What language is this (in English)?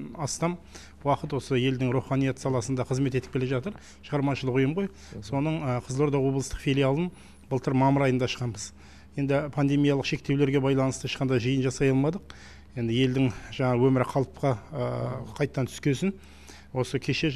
Kazakh